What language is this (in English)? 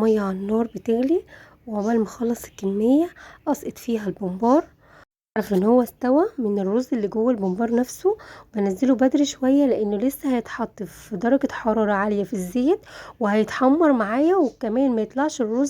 Egyptian Arabic